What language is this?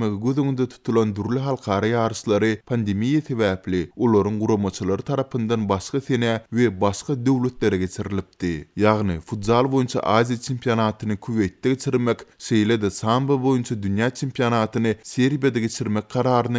Turkmen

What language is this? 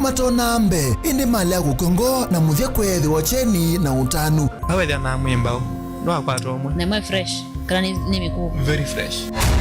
Kamba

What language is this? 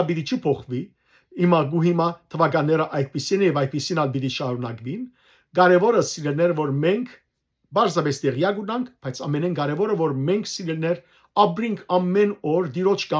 Western Armenian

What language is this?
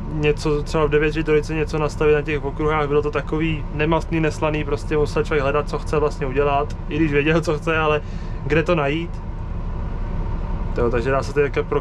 Czech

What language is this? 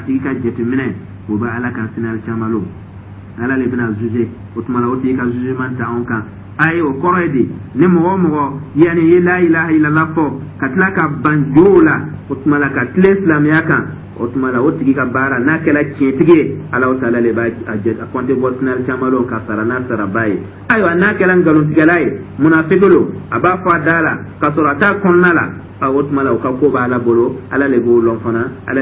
Dyula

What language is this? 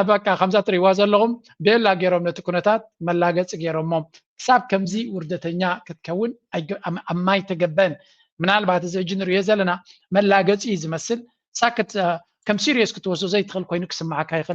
Tigrinya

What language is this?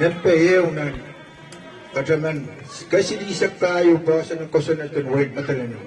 Pohnpeian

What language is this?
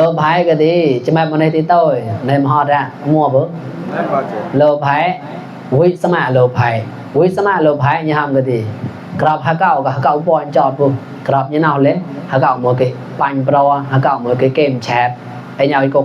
Mon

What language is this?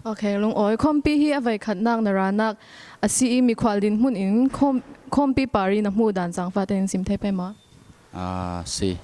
Falam Chin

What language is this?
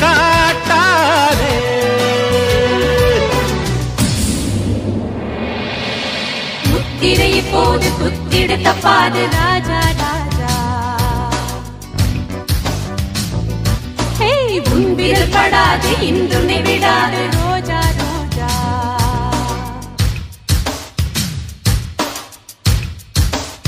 Tamil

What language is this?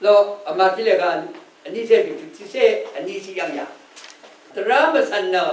Rawang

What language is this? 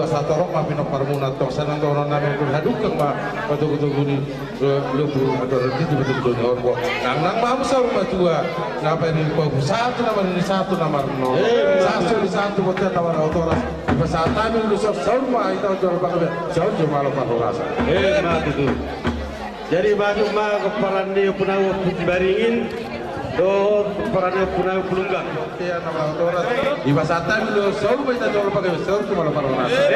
Batak Toba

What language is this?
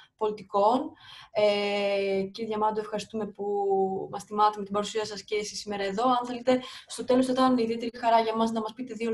Greek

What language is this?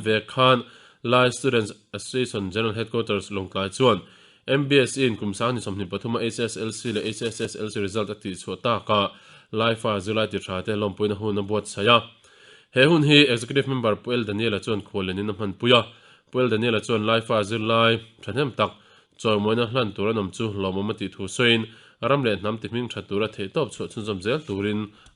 Mizo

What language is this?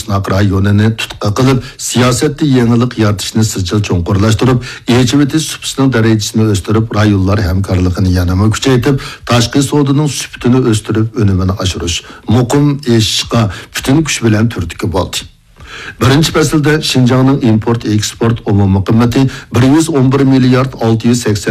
Uyghur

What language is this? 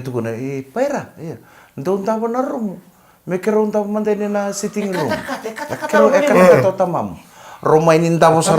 Fijian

